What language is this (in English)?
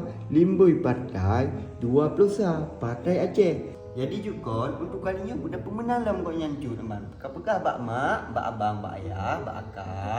Achinese